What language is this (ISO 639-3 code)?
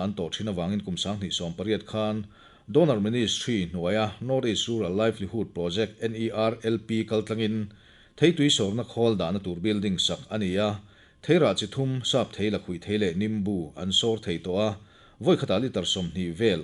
lus